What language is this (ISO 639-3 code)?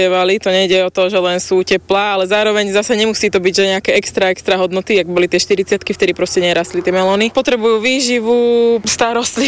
slk